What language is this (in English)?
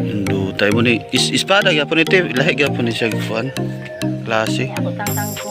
Cebuano